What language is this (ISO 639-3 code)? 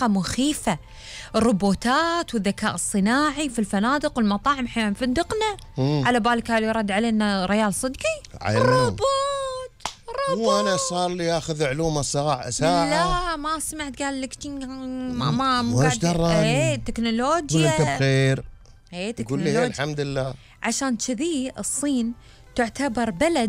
afb